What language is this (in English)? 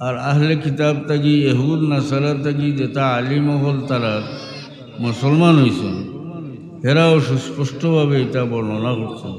Sylheti